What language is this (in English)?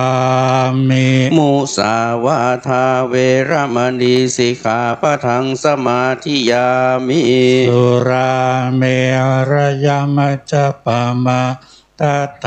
Pali